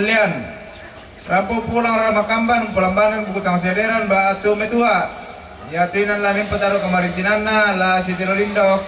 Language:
Toraja-Sa'dan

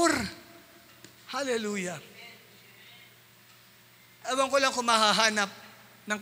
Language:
Filipino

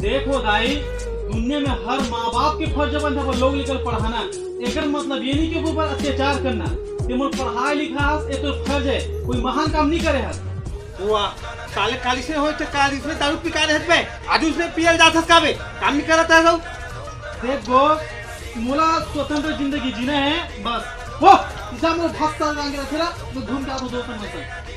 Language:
Chhattisgarhi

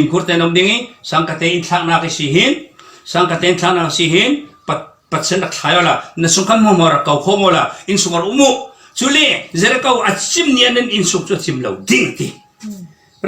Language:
Falam Chin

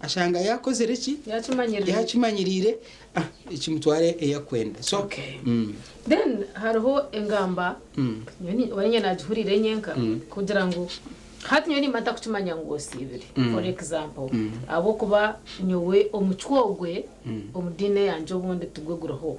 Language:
Nyankole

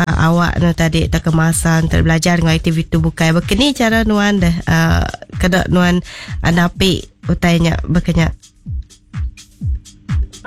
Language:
Iban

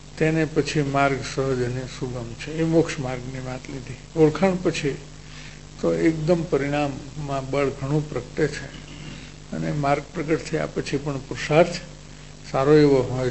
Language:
Gujarati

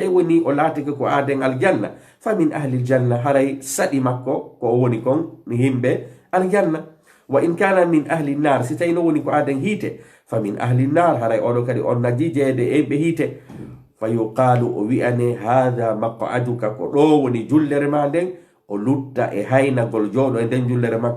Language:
Fula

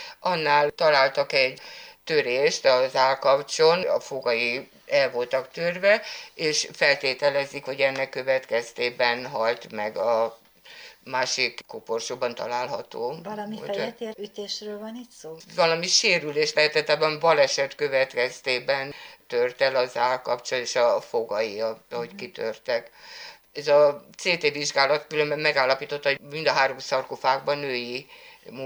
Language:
Hungarian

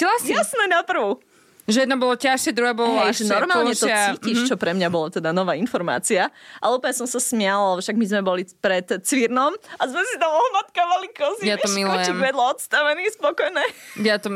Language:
Slovak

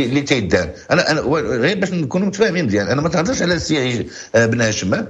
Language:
Moroccan Arabic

